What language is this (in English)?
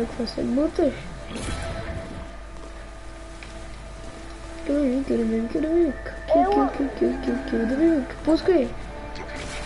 Bulgarian